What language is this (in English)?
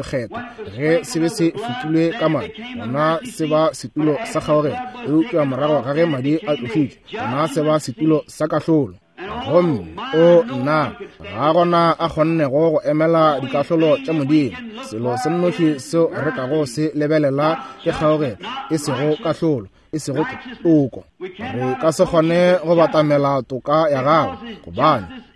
Northern Sotho